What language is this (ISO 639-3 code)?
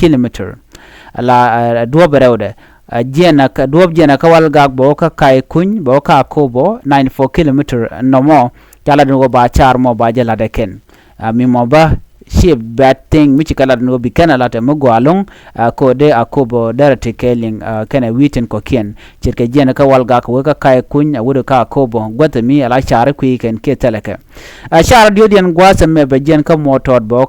nus